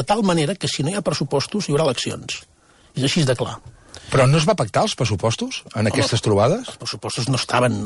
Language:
Catalan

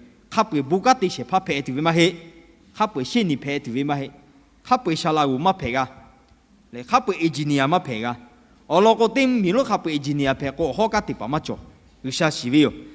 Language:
Lahu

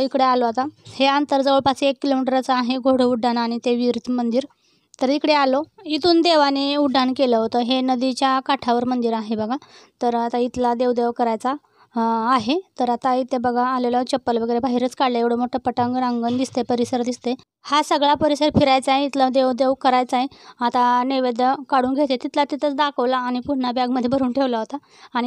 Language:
Marathi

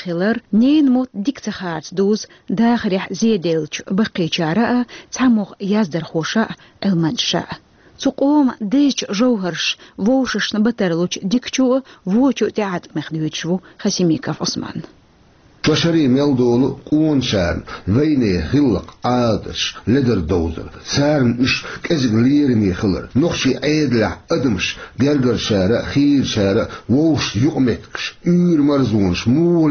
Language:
Chechen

